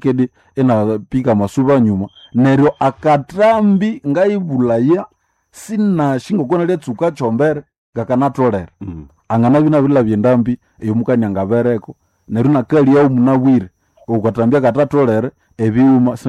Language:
Nande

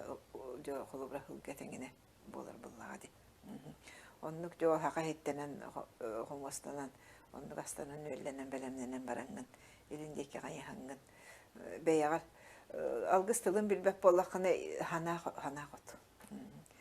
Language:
Yakut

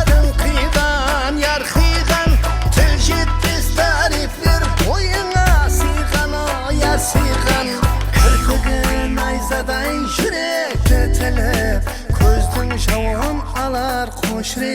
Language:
Kara-Kalpak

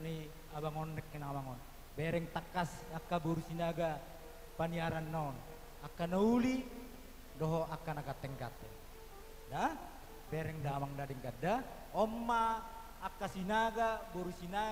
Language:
Batak Toba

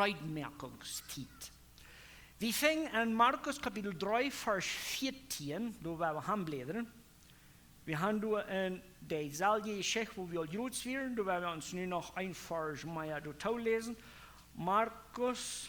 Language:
Plautdietsch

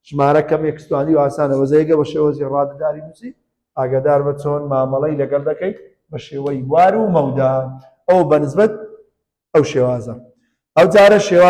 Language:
Central Kurdish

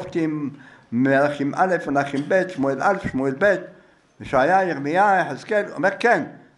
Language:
Hebrew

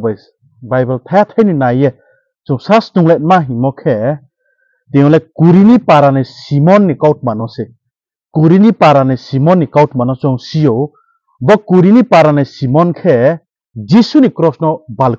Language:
Riang (India)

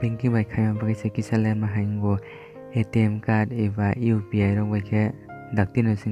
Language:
Kok Borok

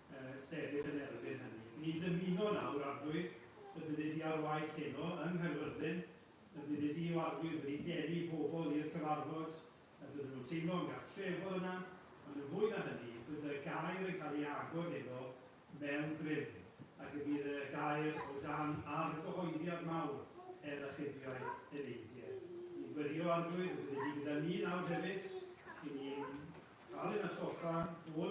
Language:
Welsh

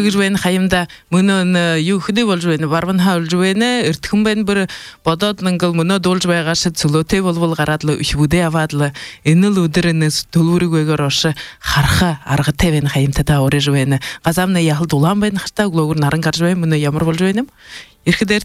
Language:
Buriat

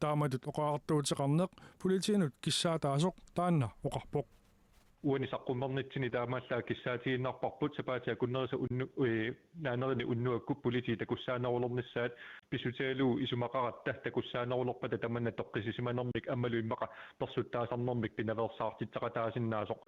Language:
Kalaallisut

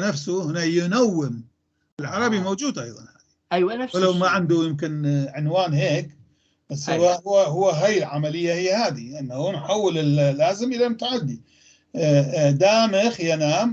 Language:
North Levantine Arabic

